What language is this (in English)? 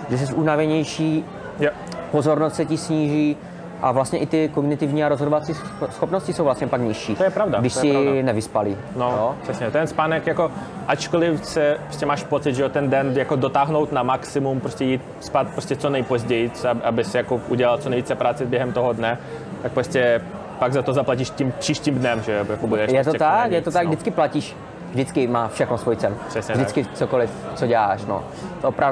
Czech